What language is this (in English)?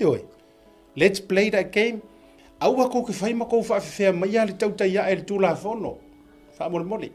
Samoan